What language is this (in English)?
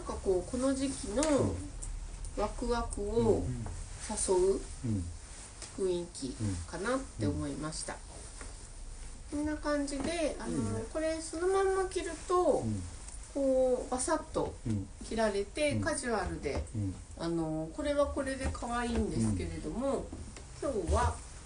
Japanese